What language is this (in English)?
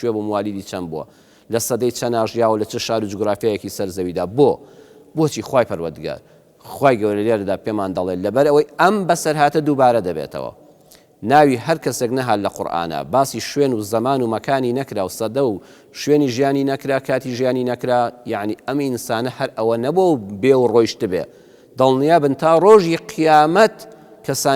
Central Kurdish